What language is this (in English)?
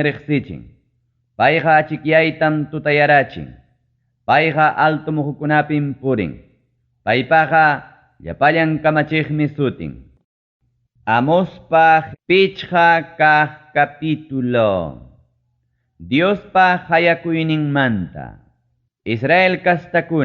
Ayacucho Quechua